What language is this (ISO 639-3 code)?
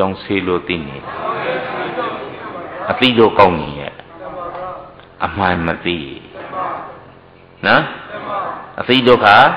mya